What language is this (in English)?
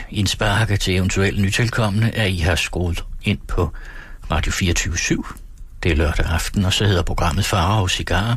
Danish